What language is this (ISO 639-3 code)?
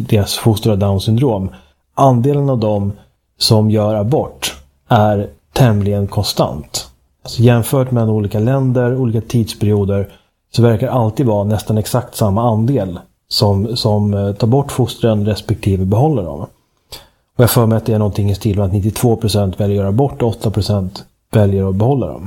swe